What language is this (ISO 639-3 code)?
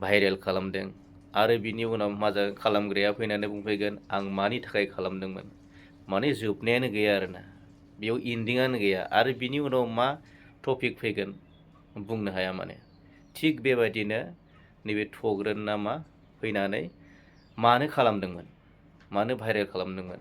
brx